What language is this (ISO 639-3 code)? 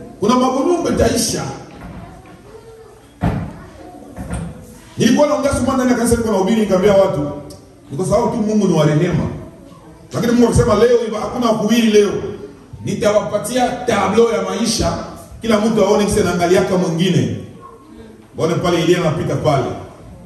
swa